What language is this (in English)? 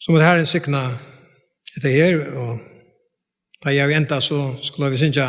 Faroese